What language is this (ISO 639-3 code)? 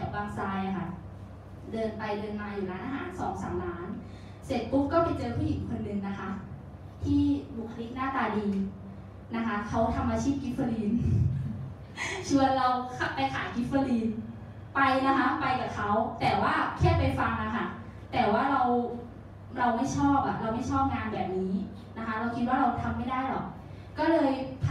tha